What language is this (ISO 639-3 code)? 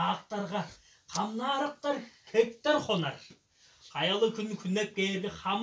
tyv